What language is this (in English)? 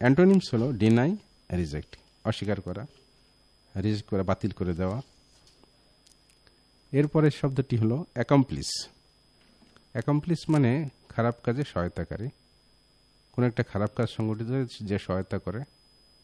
Bangla